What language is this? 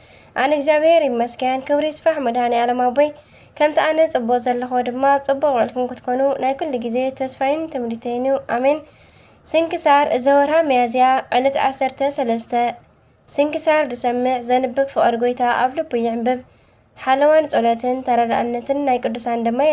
Tigrinya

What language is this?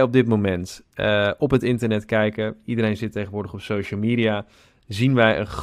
Dutch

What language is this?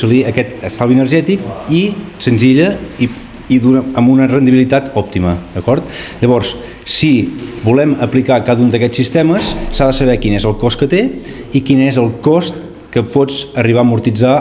Catalan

